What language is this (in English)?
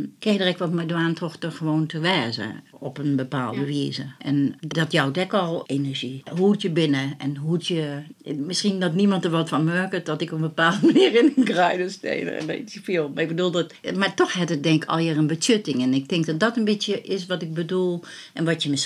Western Frisian